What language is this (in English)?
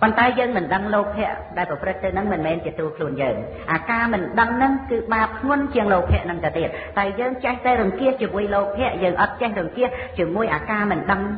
Khmer